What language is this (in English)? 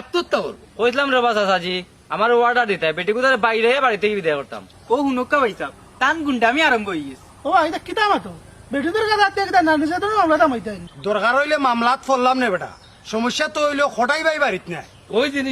Sylheti